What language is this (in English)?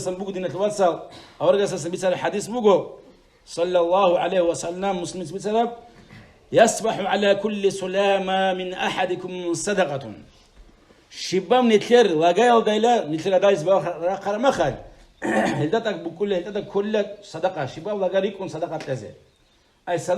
Avaric